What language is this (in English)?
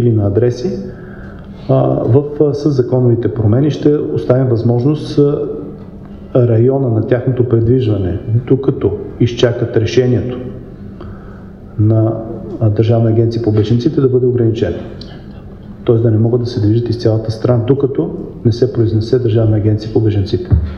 Bulgarian